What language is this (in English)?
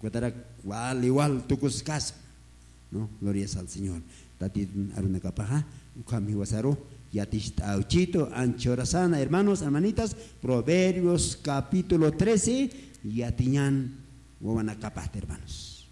Aymara